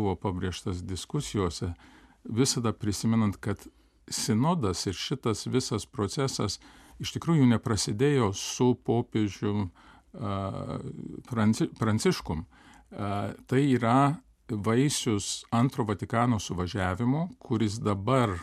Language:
Lithuanian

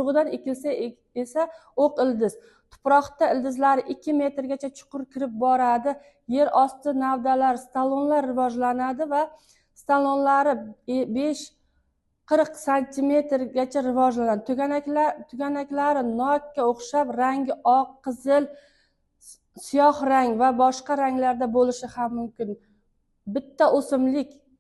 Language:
Uzbek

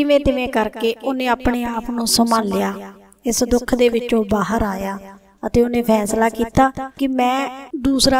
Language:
Punjabi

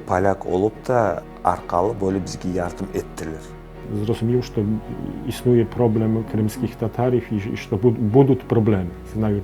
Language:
Crimean Tatar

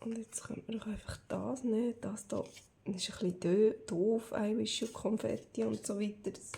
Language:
Swiss German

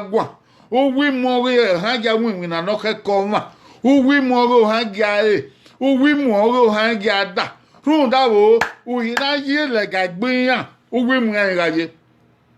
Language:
Bini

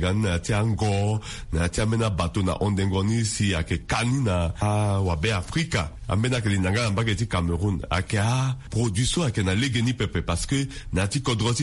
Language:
Sango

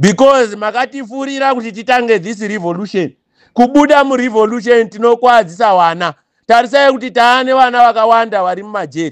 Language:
Shona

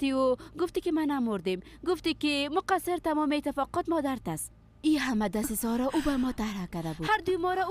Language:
Persian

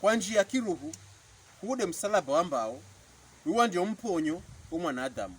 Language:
Pokomo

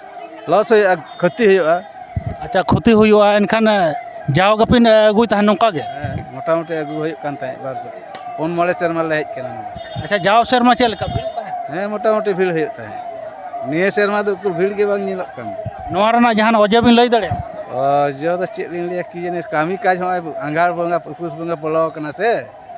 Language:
Santali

